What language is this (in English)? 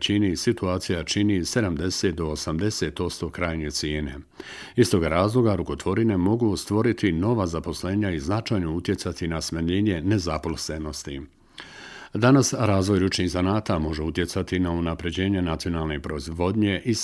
Bosnian